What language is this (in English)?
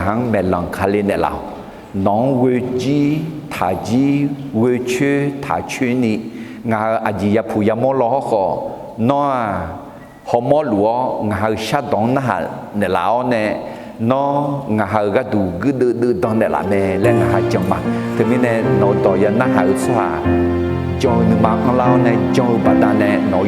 Akha